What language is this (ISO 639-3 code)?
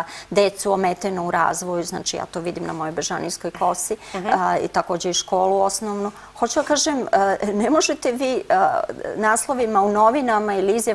srp